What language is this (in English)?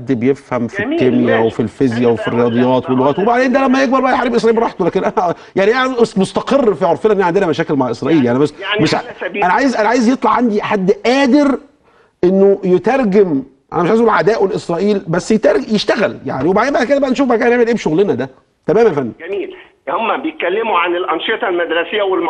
Egyptian Arabic